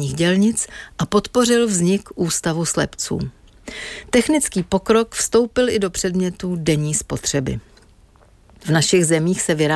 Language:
Czech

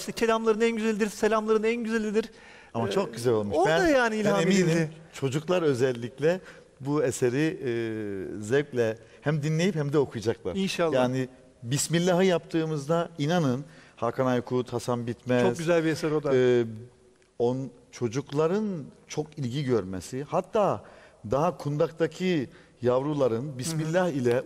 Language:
Turkish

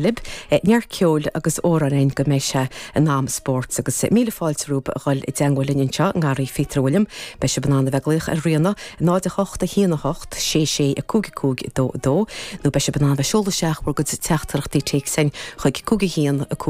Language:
Irish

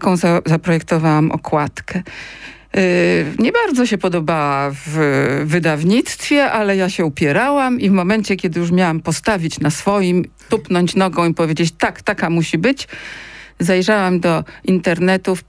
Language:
Polish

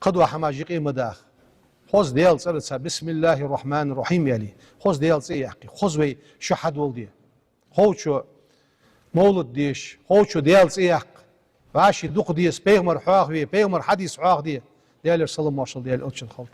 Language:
Ingush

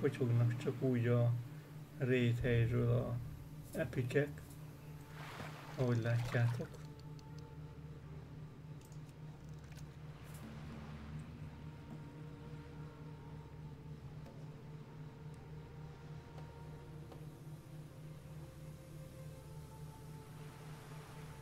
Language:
Hungarian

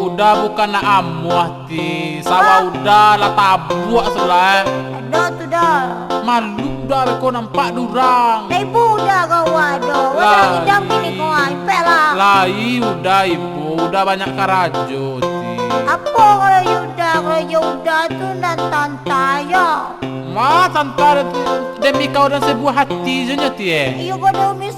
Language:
Minangkabau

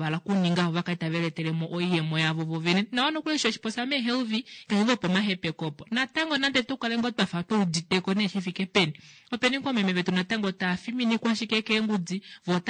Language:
Kuanyama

